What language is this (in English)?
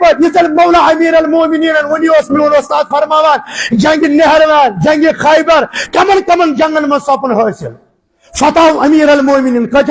Kashmiri